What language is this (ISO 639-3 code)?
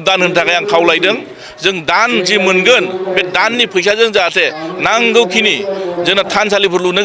brx